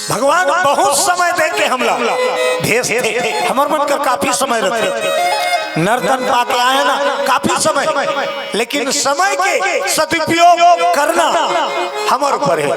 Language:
Chhattisgarhi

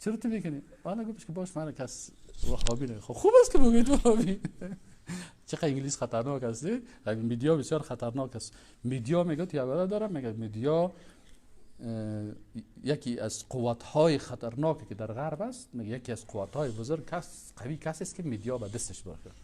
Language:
Persian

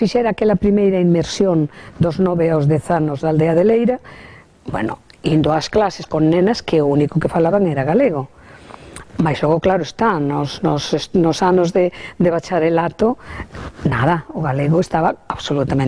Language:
Galician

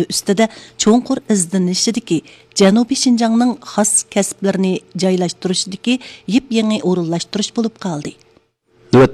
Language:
Uyghur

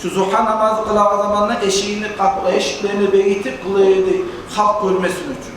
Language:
Kumyk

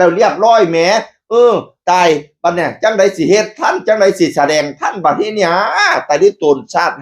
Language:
Northeastern Thai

